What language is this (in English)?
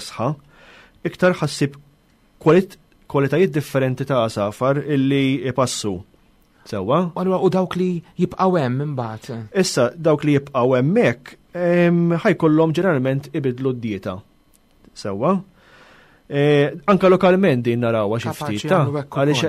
Maltese